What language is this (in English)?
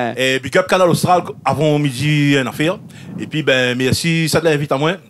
Réunion Creole French